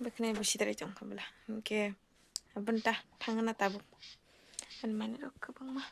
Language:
Kok Borok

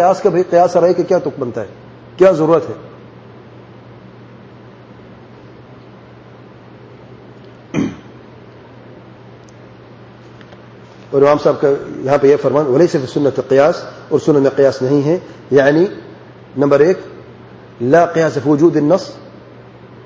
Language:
Urdu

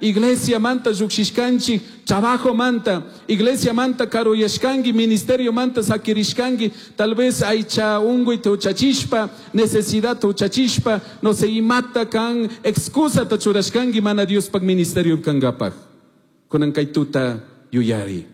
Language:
Chimborazo Highland Quichua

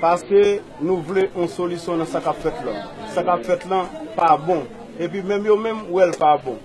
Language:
Haitian Creole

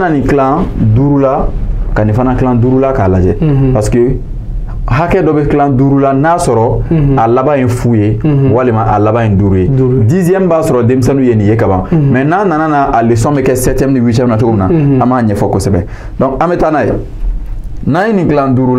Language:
Bambara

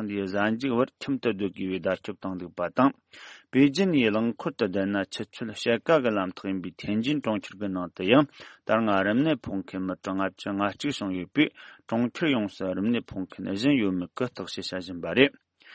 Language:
Tibetan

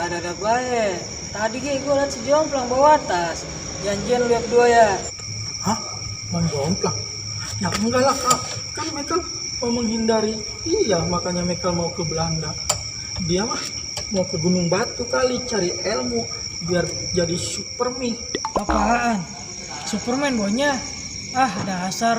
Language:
Betawi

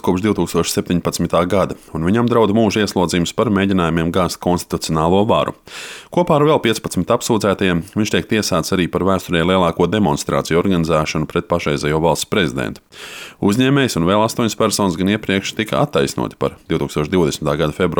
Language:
Latvian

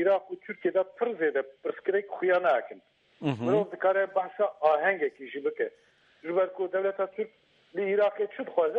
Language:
Kurdish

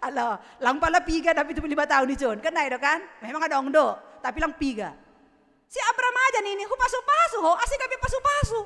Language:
Batak Simalungun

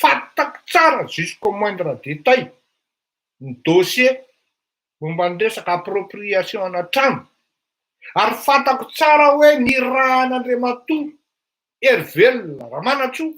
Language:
Malagasy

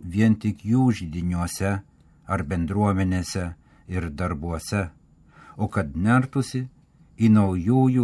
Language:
Lithuanian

